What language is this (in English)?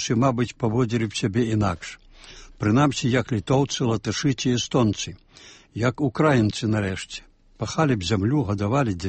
Belarusian